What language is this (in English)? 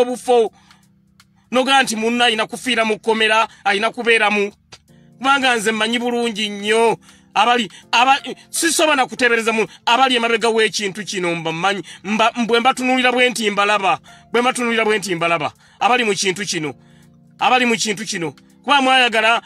Ganda